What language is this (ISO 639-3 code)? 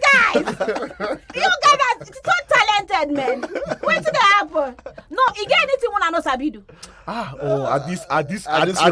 pcm